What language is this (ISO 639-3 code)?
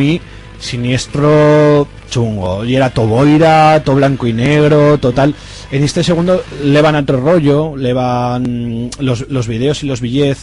arg